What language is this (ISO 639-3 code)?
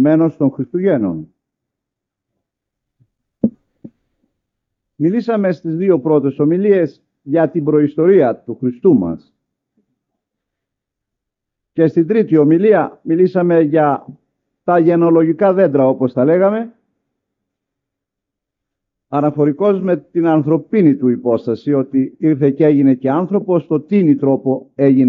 ell